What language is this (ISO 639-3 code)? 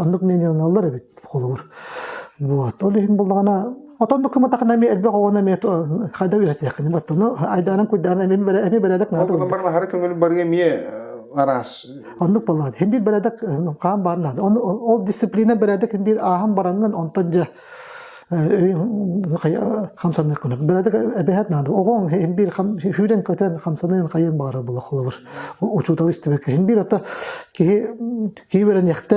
sah